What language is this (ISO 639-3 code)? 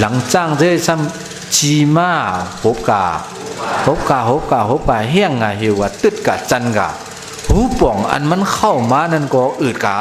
shn